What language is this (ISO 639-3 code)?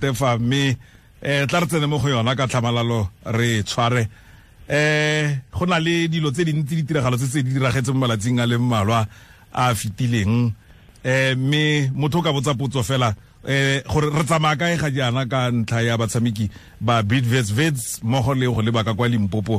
tsn